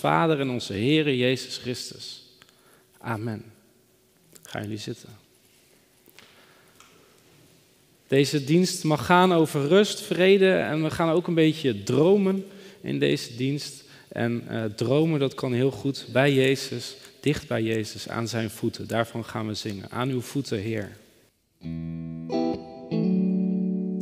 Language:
Dutch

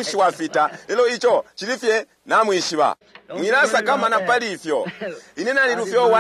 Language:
Bemba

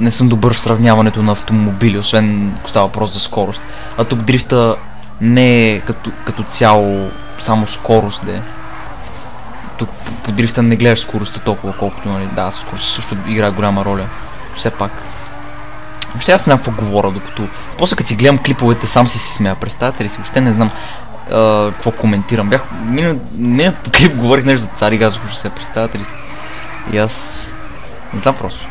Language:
Bulgarian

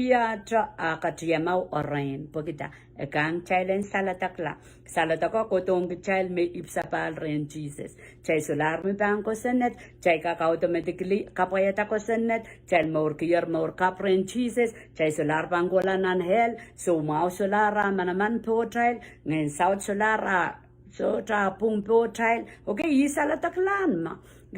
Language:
Pohnpeian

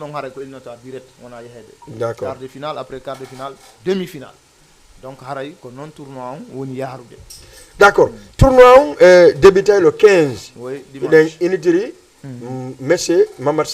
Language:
Fula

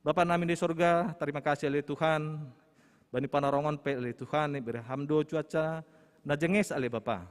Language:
Batak Simalungun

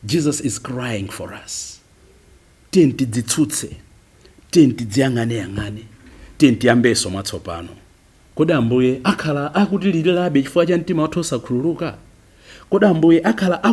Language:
Nyanja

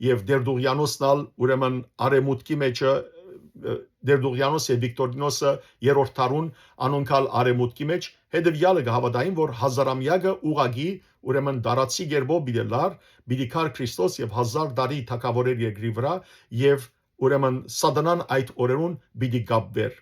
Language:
Western Armenian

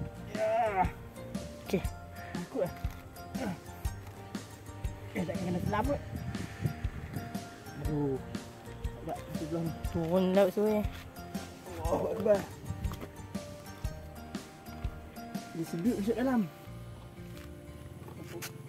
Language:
Malay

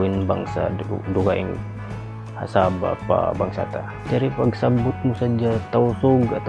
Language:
Tausug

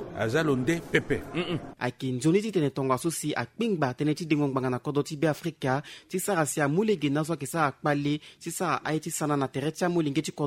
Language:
Sango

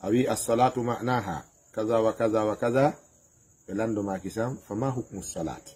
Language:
Fula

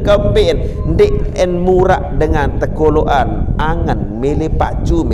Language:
Sasak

